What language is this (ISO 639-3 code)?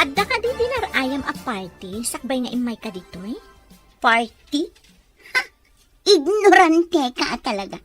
ilo